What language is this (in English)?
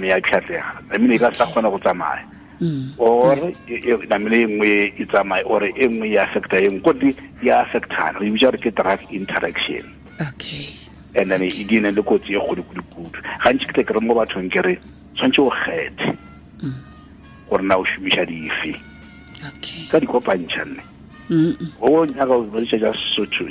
Tswana